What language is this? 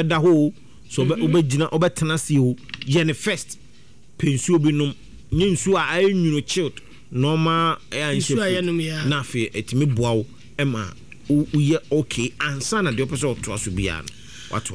Akan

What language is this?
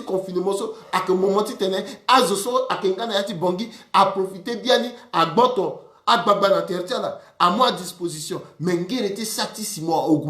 Sango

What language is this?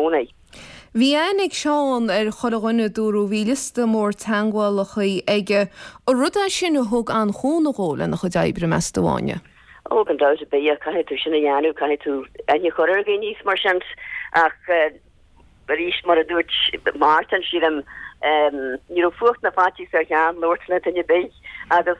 Irish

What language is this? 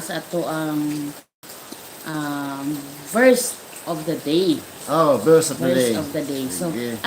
Cebuano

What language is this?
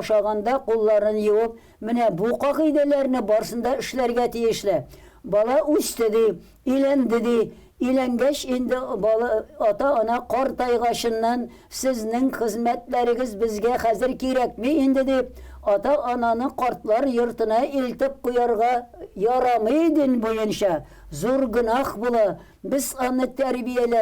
Tatar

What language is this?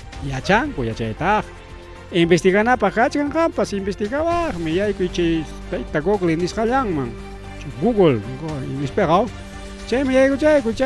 Ayacucho Quechua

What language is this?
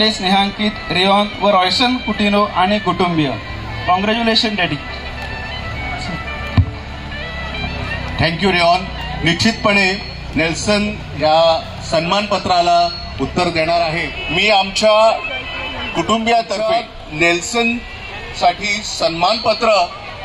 Marathi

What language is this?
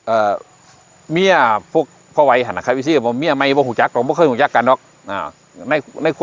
Northeastern Thai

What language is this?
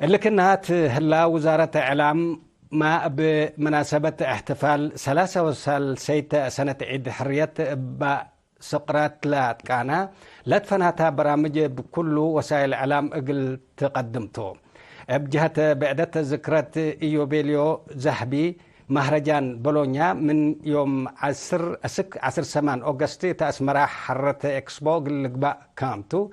Tigre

